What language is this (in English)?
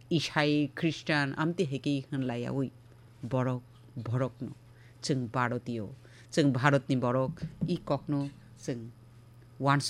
Kok Borok